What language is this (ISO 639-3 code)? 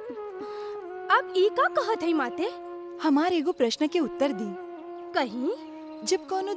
bho